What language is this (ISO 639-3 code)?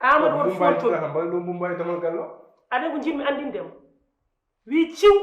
ful